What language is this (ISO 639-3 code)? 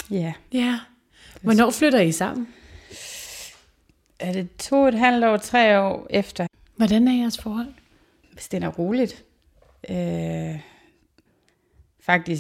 dan